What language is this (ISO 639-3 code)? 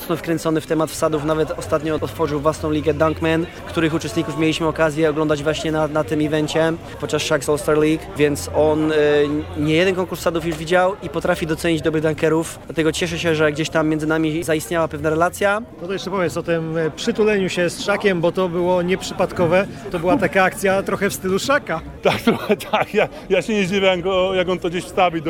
pol